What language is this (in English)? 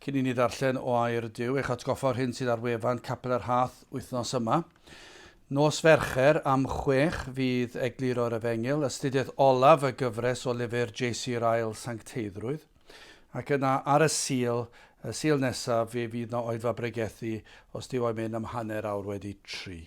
Welsh